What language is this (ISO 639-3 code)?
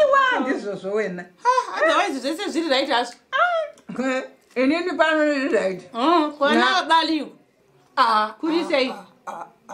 sna